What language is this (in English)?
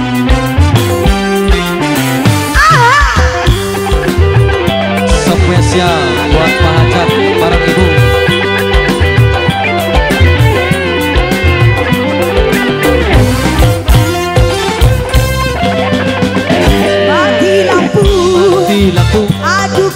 Indonesian